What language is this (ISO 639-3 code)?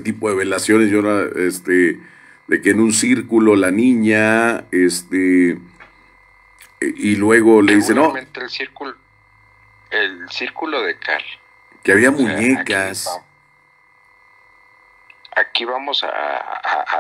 spa